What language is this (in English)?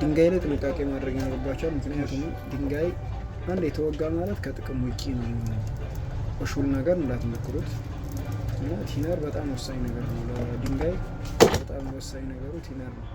Amharic